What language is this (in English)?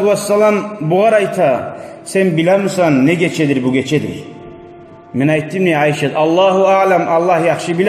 Kumyk